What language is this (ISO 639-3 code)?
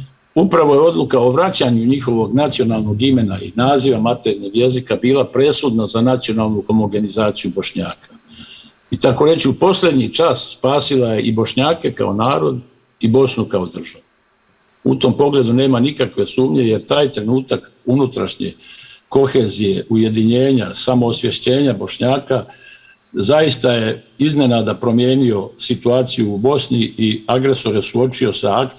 bos